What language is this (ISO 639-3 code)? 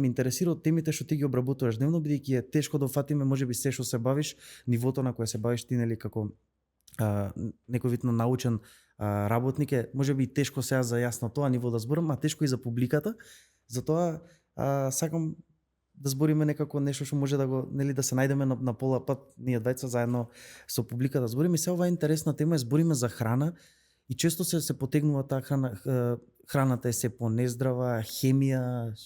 mkd